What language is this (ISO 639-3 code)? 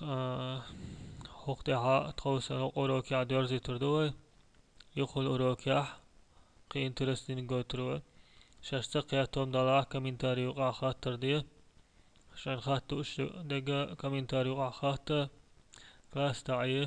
che